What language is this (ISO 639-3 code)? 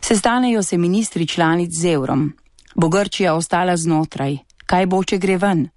slv